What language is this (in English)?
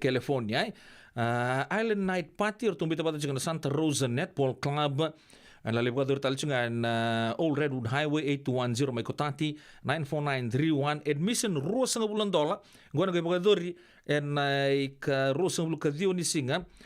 Fijian